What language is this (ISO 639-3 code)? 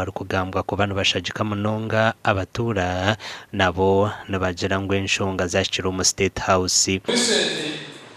nyn